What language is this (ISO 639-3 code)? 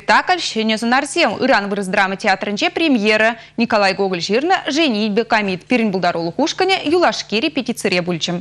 chv